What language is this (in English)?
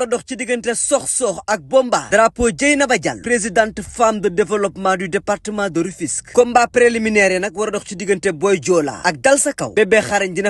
Wolof